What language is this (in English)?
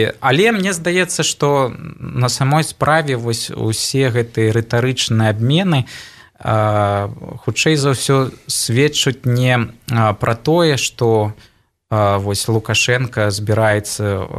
Belarusian